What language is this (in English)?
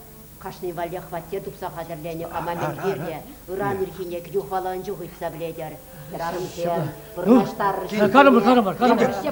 Chuvash